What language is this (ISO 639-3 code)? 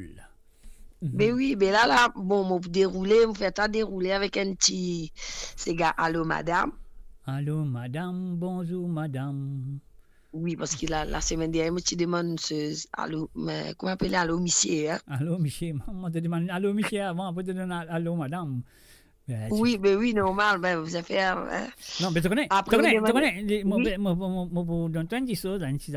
mfe